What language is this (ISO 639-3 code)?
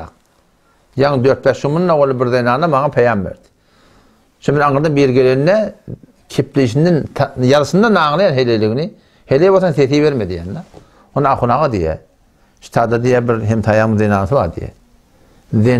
tuk